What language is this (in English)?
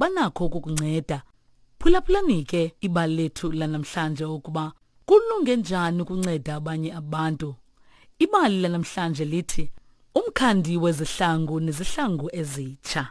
Xhosa